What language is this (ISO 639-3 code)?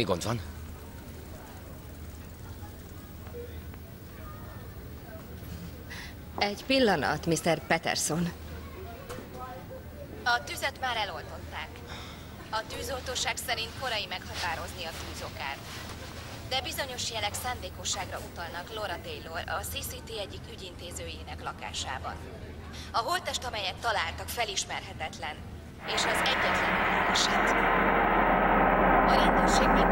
hun